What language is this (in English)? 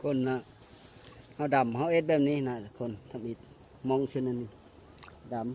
Lao